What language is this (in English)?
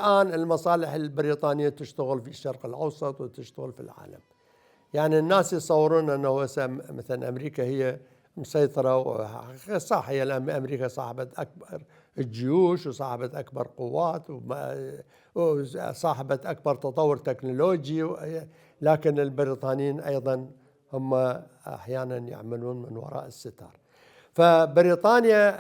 Mesopotamian Arabic